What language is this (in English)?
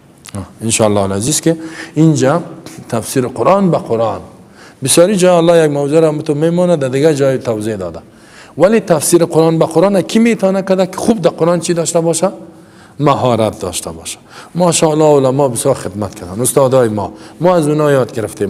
Persian